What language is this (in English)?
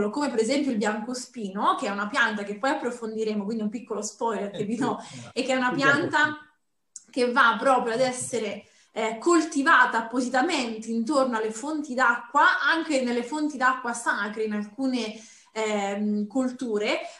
Italian